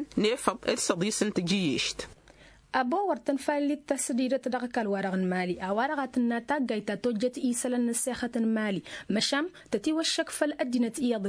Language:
Tamasheq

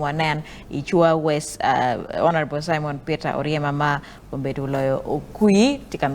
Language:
Acoli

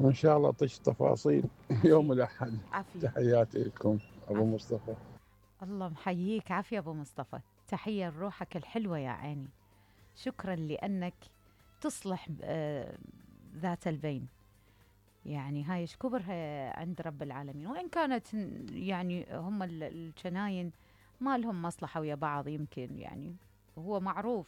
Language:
Mesopotamian Arabic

